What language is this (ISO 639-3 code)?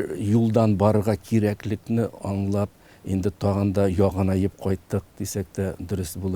tat